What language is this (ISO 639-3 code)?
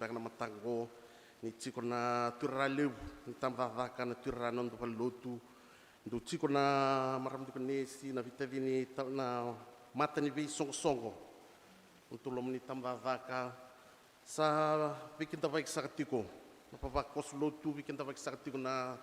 fij